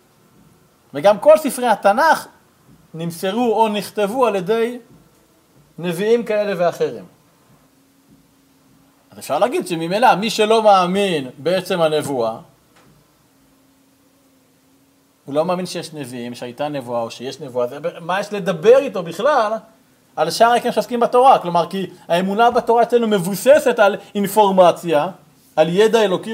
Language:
Hebrew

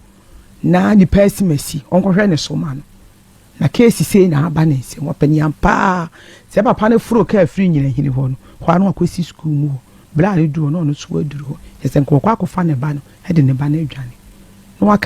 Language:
Akan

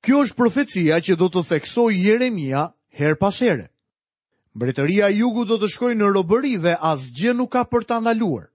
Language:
Albanian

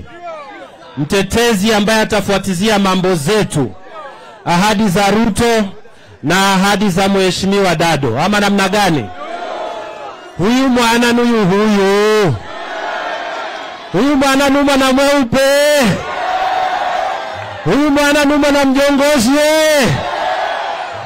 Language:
Swahili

